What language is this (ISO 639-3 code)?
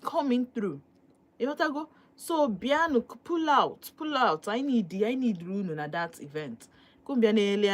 ibo